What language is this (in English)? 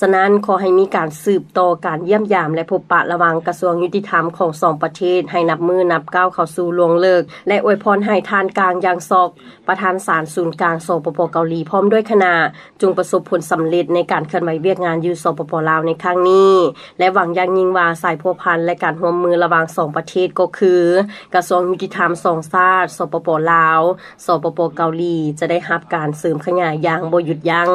Lao